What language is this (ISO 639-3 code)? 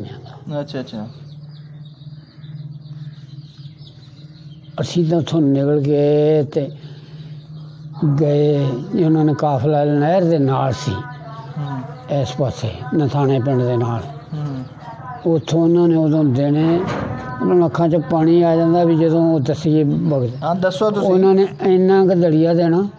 pan